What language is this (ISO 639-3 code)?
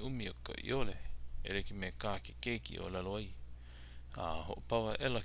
haw